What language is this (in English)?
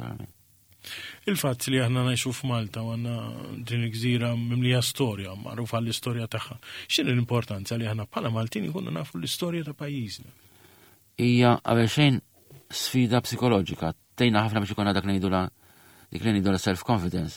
Maltese